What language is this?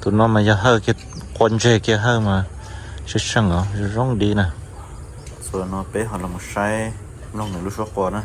Hmong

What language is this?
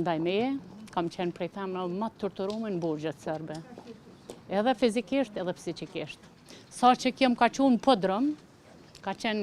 Albanian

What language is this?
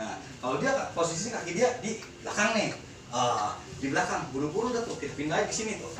Betawi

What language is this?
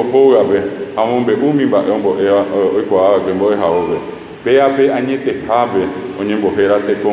Guarani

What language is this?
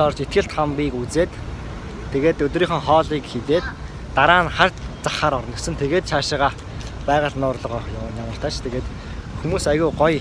Mongolian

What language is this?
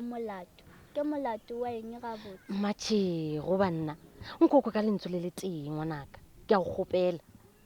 Northern Sotho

